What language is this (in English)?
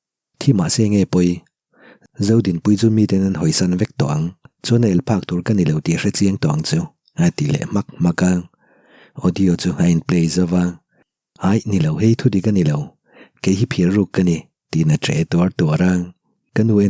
Mizo